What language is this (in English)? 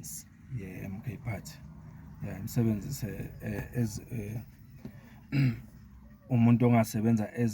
Zulu